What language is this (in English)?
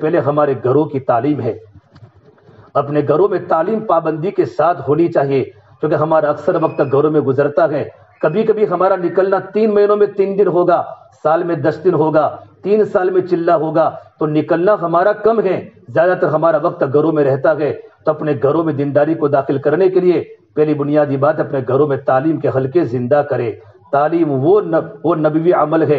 Urdu